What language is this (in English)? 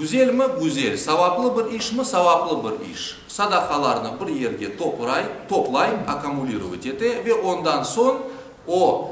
Crimean Tatar